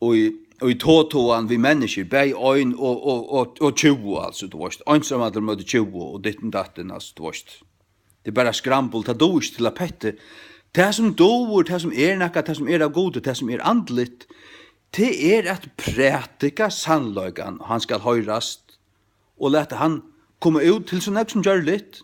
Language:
Faroese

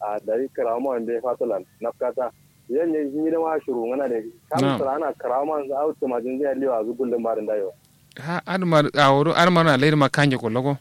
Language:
Kanuri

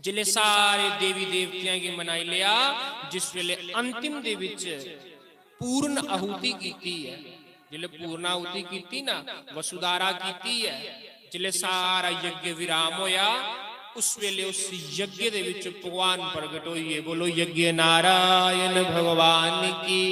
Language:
Dogri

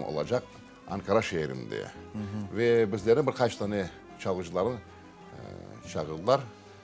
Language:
Crimean Tatar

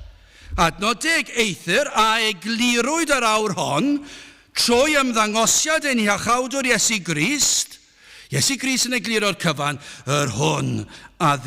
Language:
Welsh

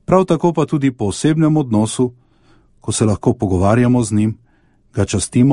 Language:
Slovenian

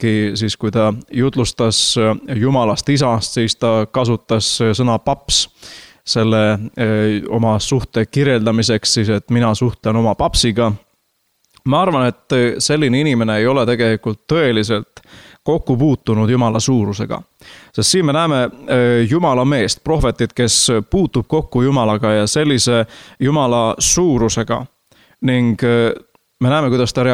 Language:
Estonian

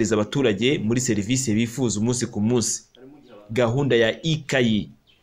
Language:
Kinyarwanda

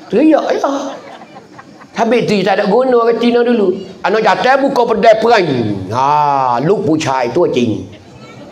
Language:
Pattani Malay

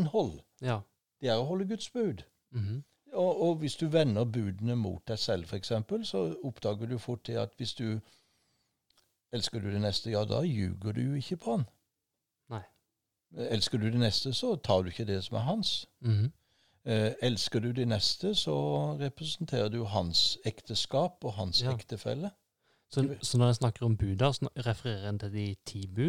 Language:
Norwegian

